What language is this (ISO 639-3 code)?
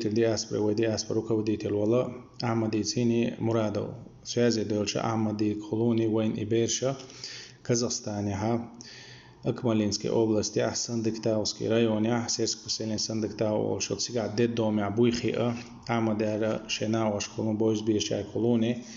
che